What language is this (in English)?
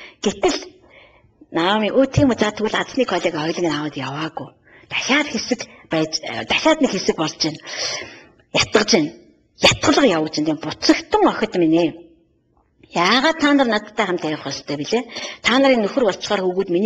Mongolian